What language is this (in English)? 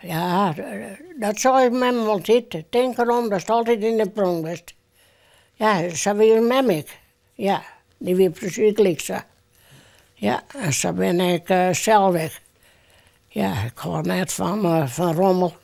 Western Frisian